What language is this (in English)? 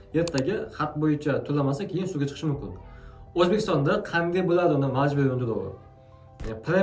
Uzbek